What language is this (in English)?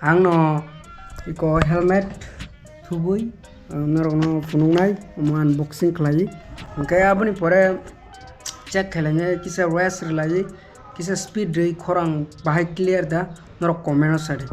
Kok Borok